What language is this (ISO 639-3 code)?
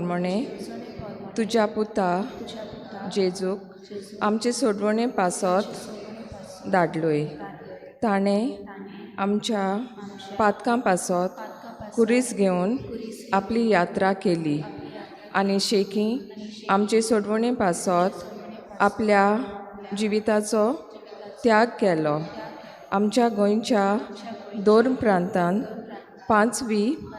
kok